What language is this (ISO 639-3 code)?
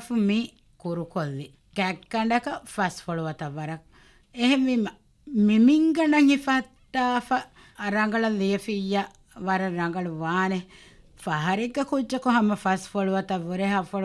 div